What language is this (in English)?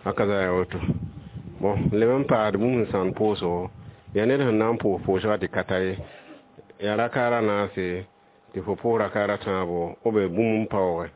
Mossi